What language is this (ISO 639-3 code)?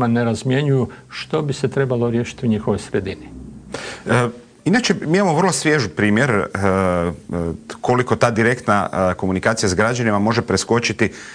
hrv